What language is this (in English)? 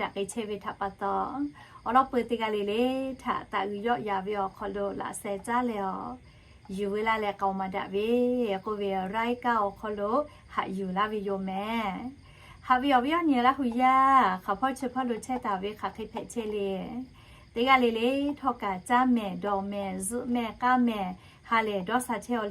Lahu